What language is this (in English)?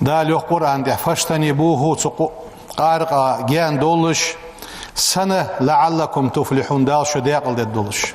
Ingush